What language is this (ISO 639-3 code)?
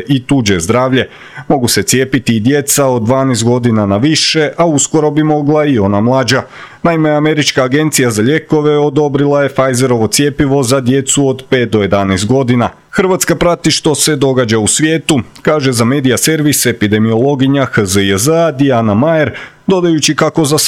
hrv